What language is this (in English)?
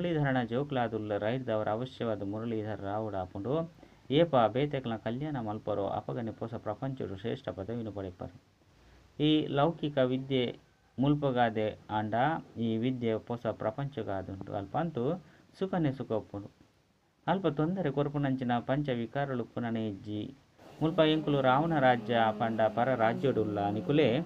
Tulu